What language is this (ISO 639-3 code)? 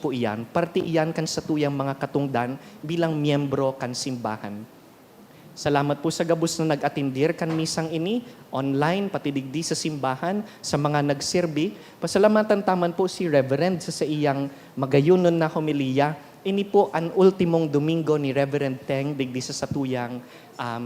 bik